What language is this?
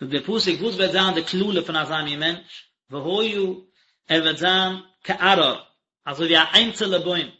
Yiddish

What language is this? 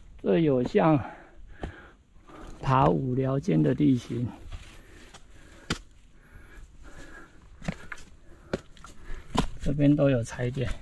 Chinese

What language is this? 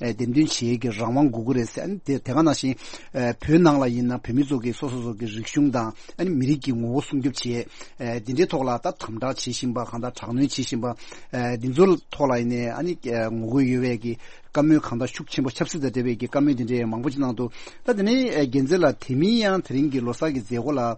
Tibetan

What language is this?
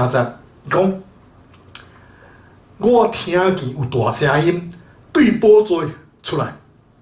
Min Nan Chinese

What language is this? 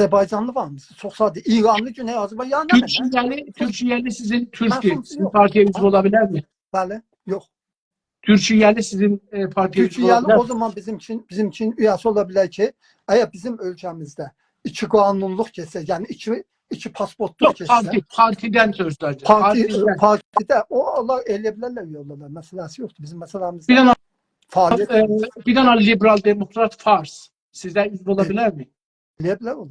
South Azerbaijani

